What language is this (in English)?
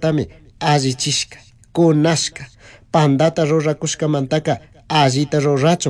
Chimborazo Highland Quichua